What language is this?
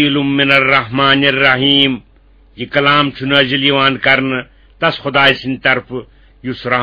Kashmiri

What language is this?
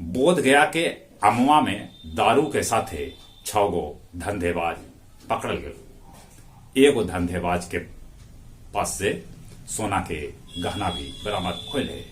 Magahi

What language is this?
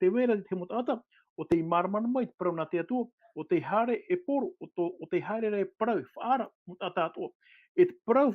Tahitian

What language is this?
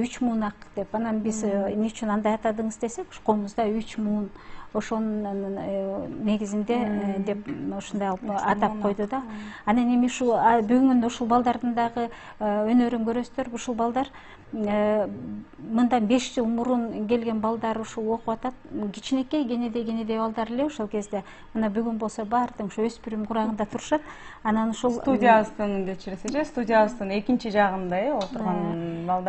Kyrgyz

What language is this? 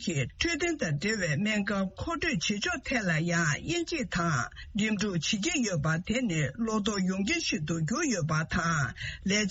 Tibetan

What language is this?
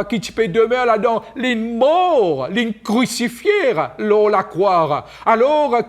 Morisyen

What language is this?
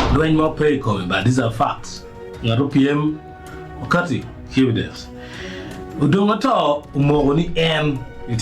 Acoli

